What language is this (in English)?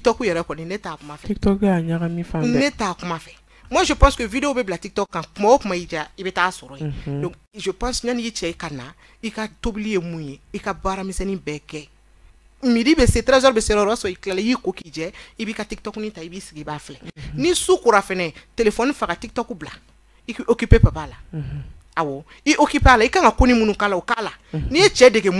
Bambara